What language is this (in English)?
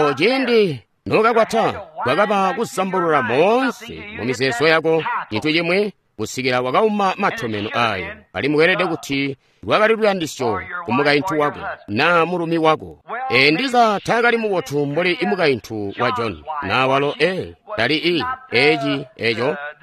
Tonga (Zambia)